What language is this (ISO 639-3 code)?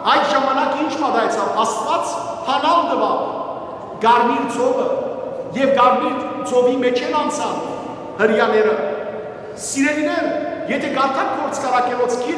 hyw